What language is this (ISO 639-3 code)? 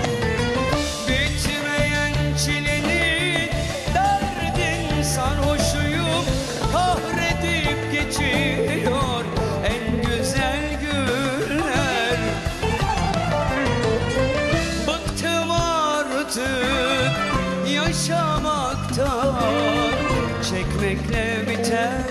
tur